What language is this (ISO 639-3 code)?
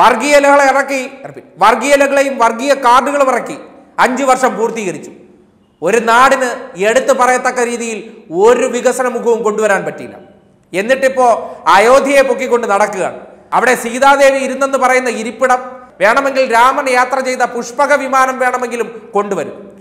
mal